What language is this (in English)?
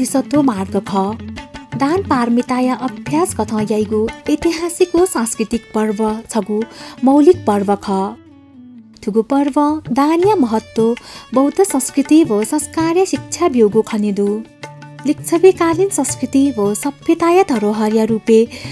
Newari